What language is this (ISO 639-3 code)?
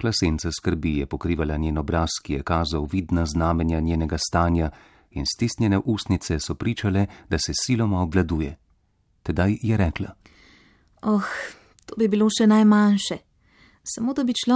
slv